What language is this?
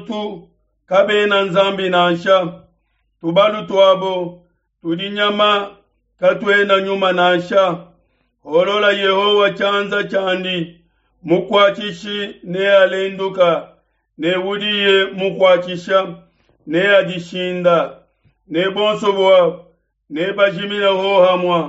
Luba-Lulua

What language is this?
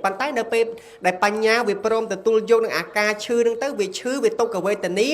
Khmer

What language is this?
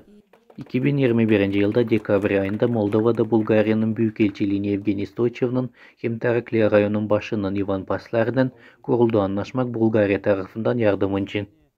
Gagauz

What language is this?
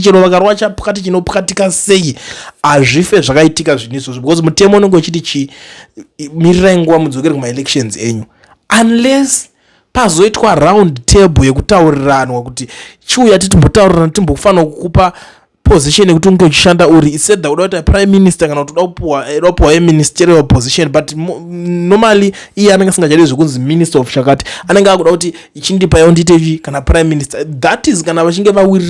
Shona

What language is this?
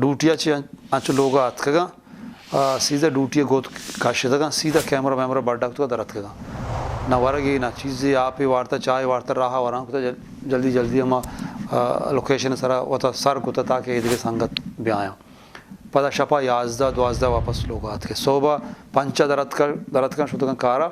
Eastern Balochi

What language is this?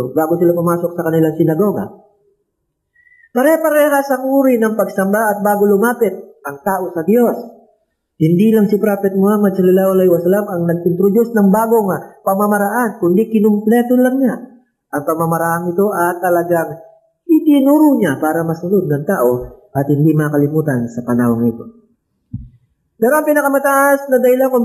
Filipino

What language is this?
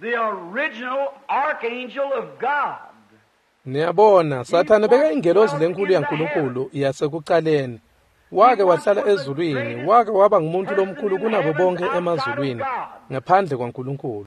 Swati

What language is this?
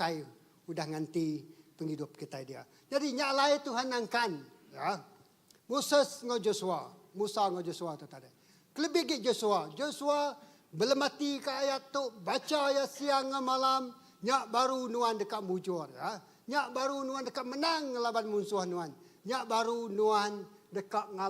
Iban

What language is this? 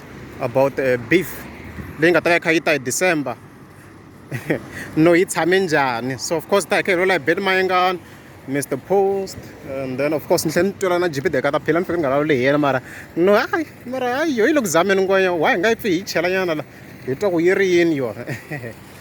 Tsonga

